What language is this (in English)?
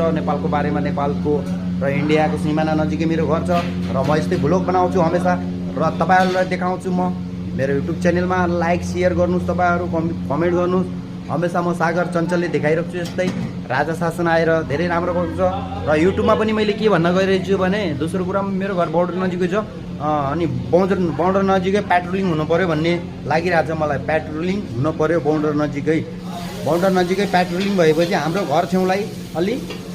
Nepali